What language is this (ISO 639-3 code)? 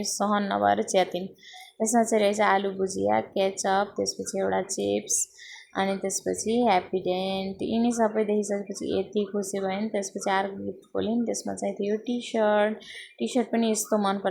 nep